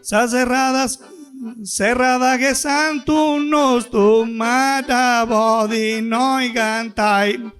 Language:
Sardinian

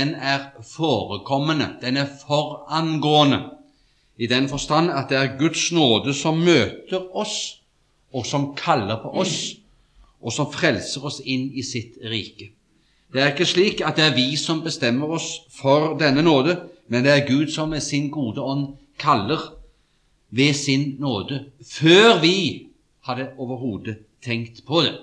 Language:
Norwegian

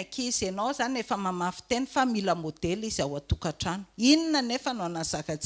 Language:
Malagasy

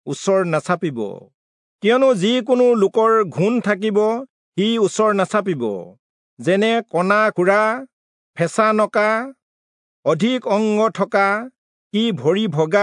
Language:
Assamese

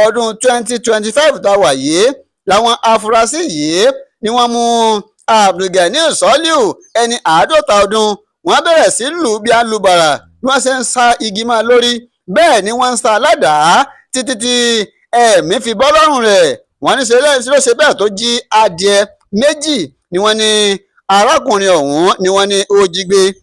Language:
Yoruba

